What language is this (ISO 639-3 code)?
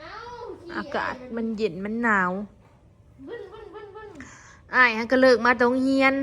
tts